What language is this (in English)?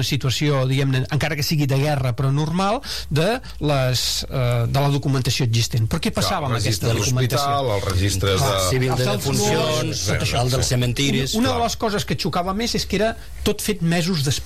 Catalan